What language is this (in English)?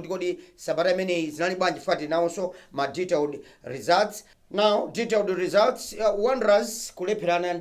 Nyanja